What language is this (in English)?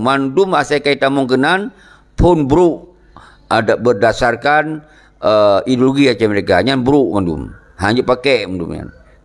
Achinese